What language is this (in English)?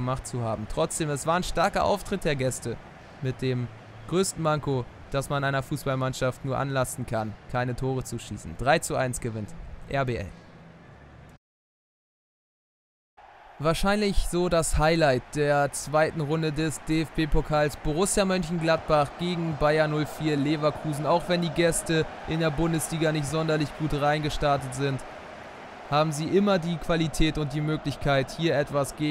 German